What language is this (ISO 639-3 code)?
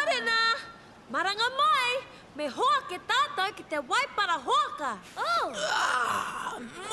mri